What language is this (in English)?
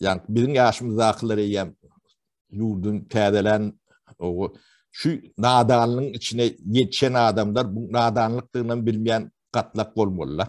Turkmen